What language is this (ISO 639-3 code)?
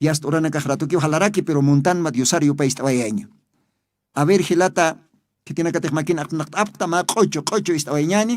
aym